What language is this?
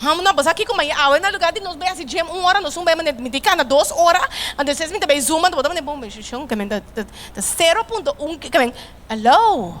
Papiamento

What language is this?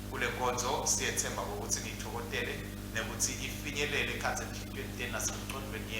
Swati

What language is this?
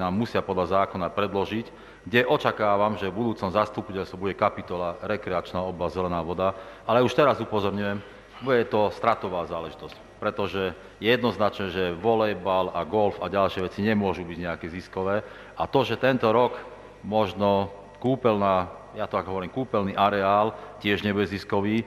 Slovak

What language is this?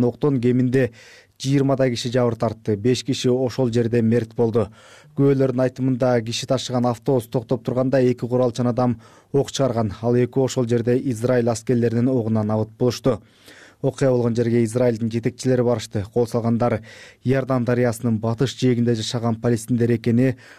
Kyrgyz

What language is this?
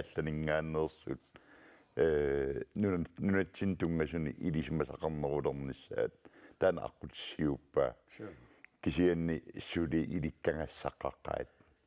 Kalaallisut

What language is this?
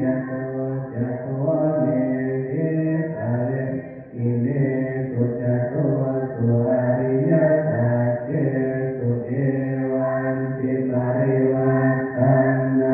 Pali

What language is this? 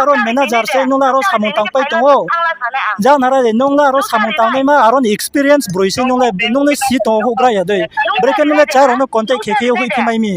Riang (India)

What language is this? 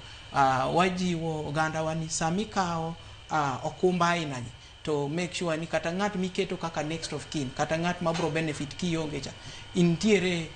Luo (Kenya and Tanzania)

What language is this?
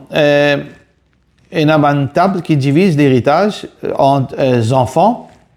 Morisyen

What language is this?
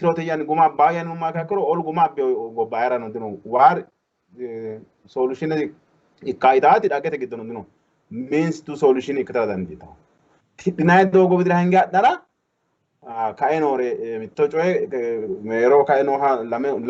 Sidamo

